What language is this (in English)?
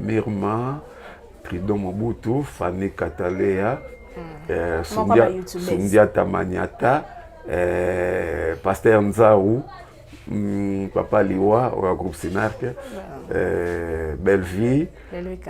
Lingala